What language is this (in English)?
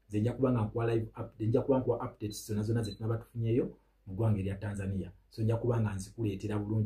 Ganda